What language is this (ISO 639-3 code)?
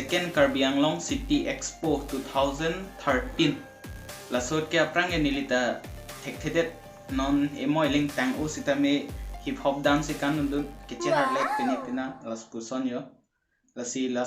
mjw